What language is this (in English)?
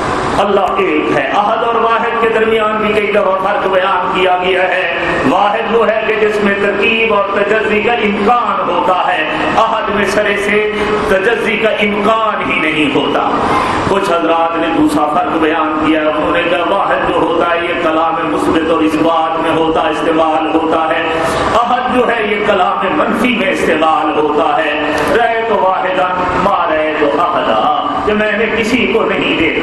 Urdu